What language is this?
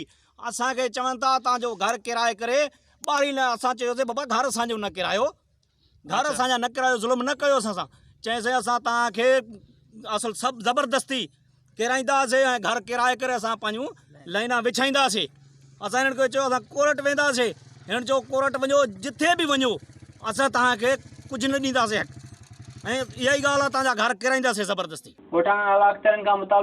Sindhi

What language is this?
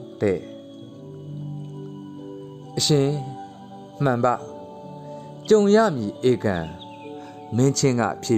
Burmese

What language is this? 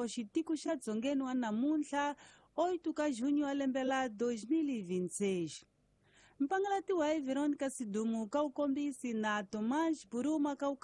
Tsonga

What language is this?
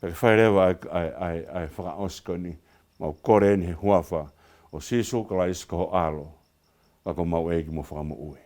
Tongan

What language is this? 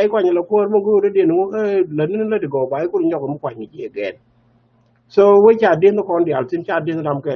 Nuer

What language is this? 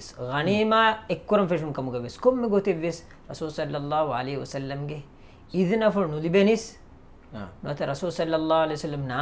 Divehi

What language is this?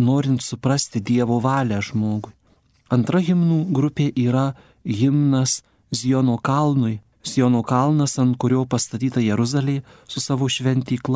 Lithuanian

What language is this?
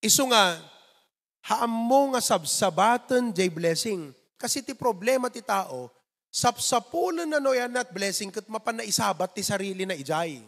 Iloko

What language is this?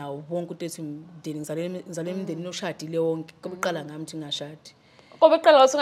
Zulu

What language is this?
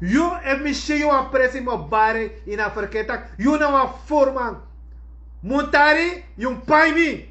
Sranan Tongo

